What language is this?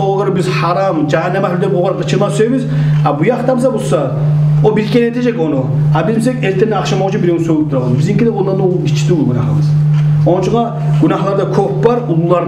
Kumyk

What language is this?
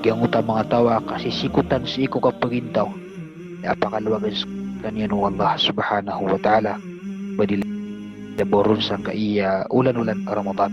Maranao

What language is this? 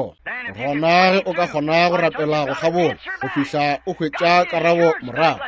Northern Sotho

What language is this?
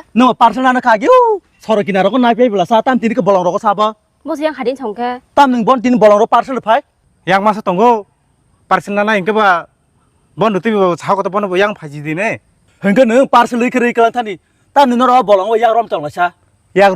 Kok Borok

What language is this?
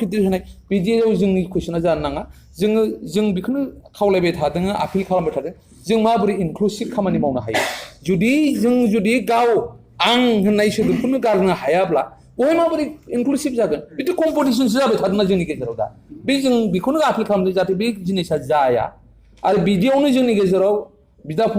Bodo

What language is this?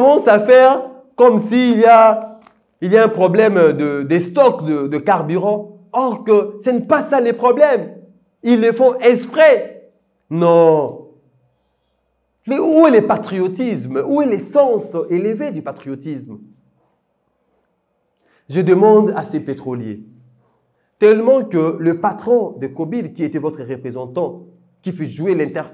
French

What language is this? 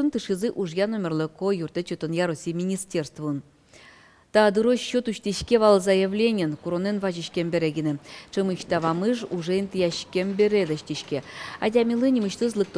Udmurt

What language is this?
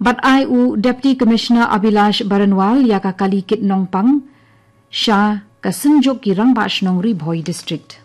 Khasi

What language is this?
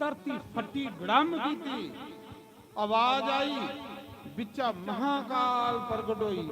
Dogri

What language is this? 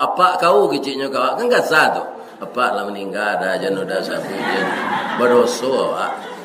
Minangkabau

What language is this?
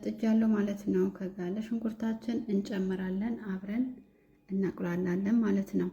Amharic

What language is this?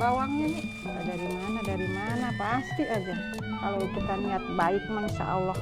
Betawi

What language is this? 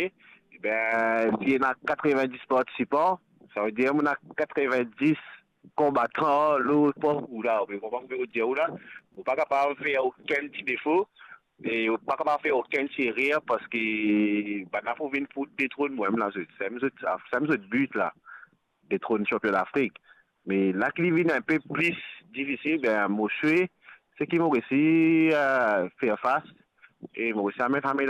Morisyen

